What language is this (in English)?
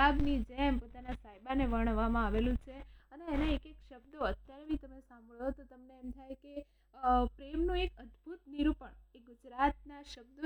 Gujarati